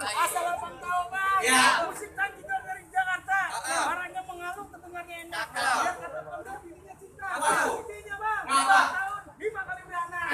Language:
Betawi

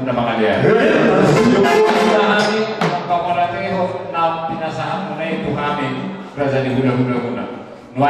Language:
Batak Toba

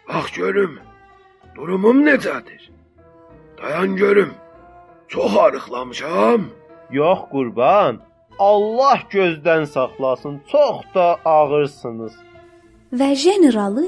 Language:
South Azerbaijani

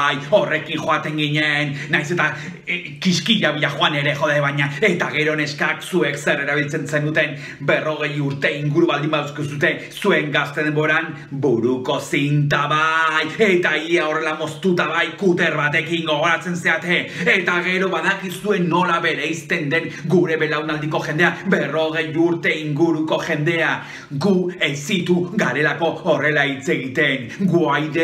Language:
Basque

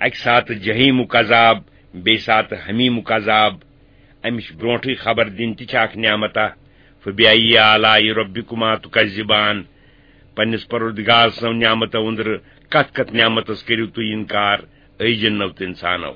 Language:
Kashmiri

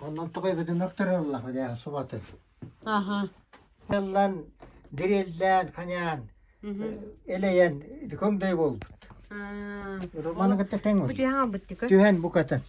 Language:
Yakut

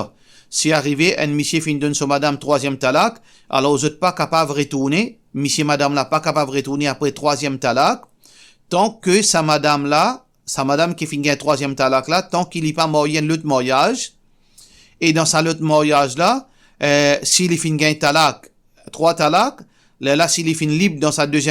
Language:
Morisyen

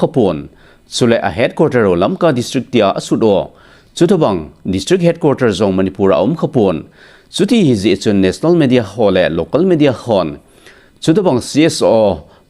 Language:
Thado Chin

